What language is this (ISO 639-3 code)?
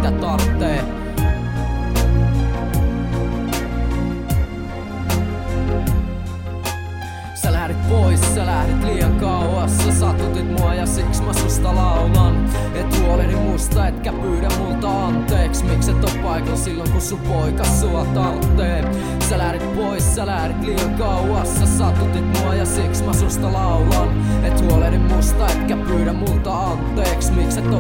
fin